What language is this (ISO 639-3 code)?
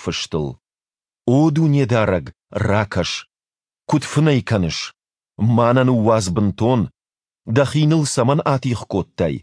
oss